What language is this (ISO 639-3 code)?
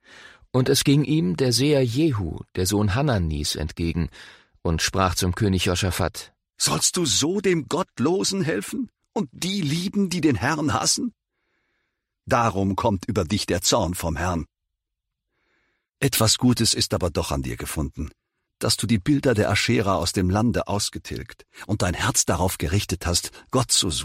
deu